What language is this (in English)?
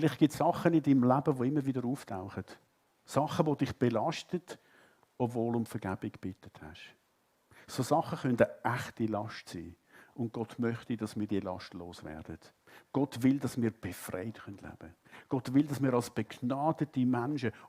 Swiss German